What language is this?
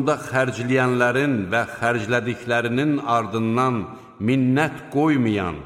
Azerbaijani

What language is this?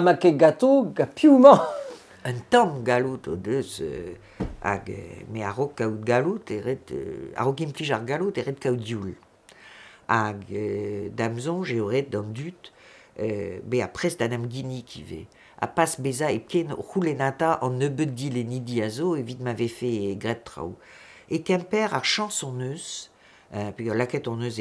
Breton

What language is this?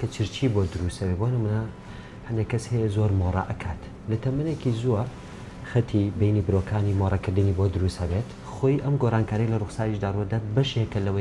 Central Kurdish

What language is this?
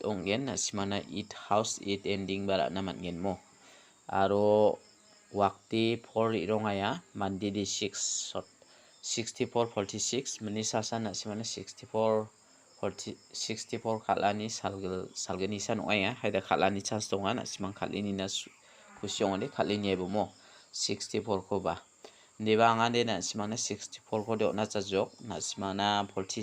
Garo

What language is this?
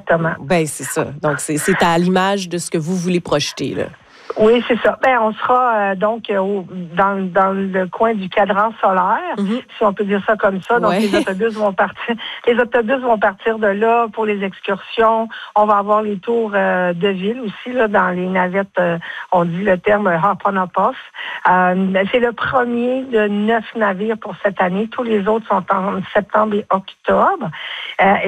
French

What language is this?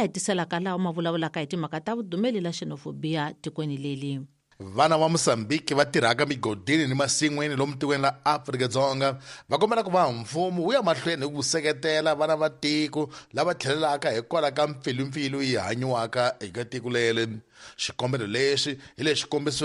Tsonga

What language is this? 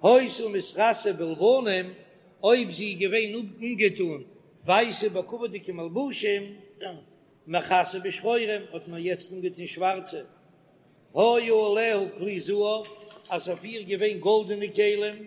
Yiddish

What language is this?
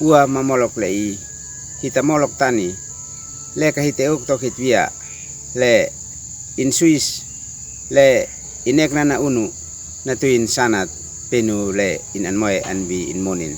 Uab Meto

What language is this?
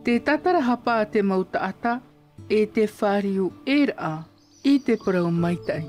Tahitian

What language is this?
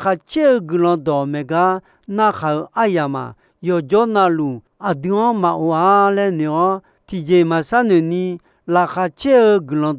Akha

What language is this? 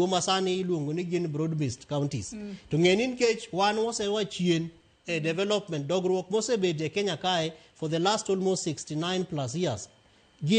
Luo (Kenya and Tanzania)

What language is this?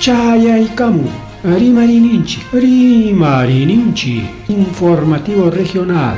Ayacucho Quechua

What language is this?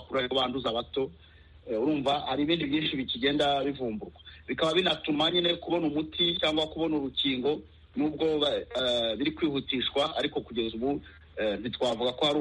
Kinyarwanda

